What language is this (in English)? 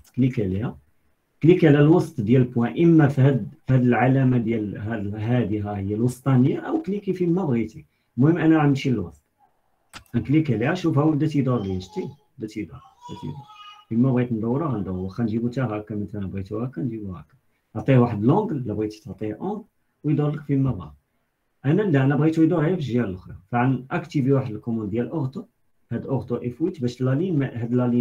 Moroccan Arabic